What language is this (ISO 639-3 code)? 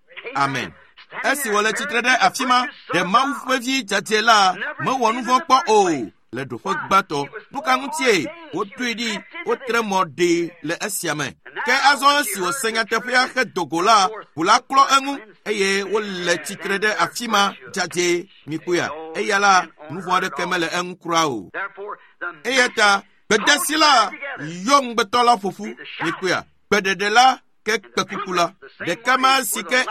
ewe